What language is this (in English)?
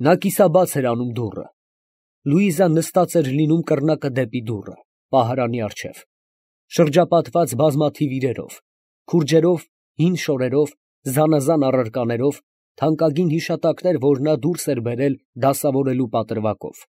Armenian